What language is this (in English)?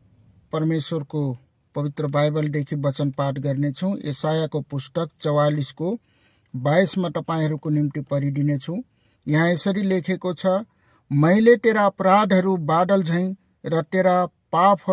Nepali